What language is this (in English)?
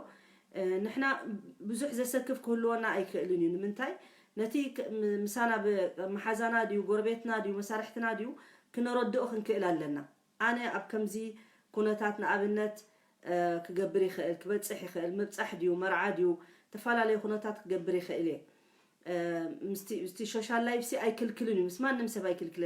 Tigrinya